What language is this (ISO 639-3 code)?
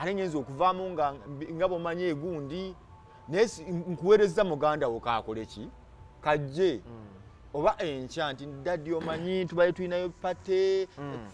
lug